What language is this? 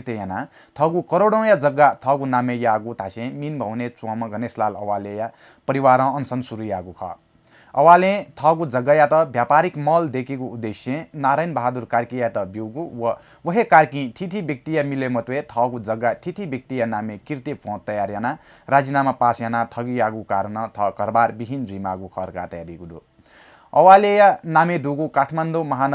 Newari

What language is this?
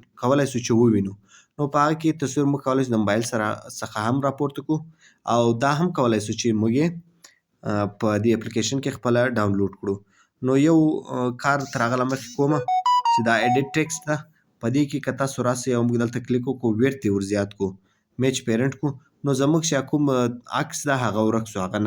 Pashto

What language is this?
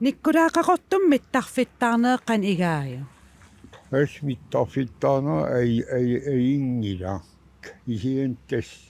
Kalaallisut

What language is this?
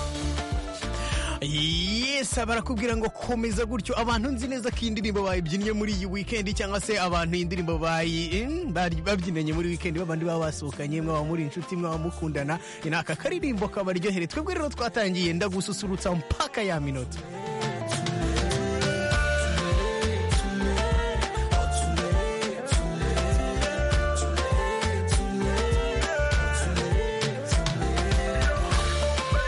Kinyarwanda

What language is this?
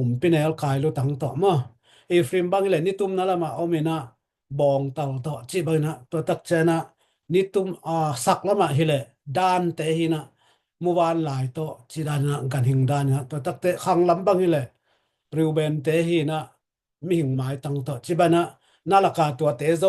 Tedim Chin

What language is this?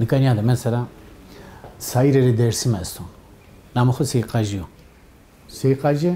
Zaza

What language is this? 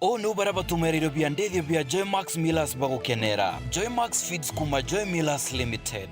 Meru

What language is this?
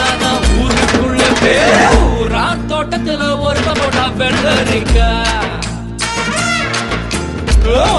Tamil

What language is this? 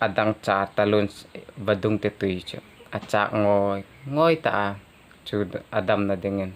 Hmar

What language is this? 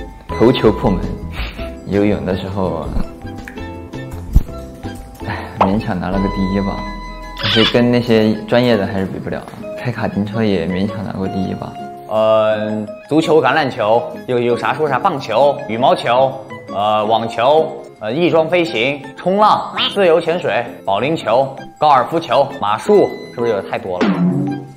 Chinese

